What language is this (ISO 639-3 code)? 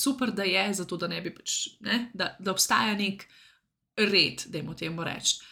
slv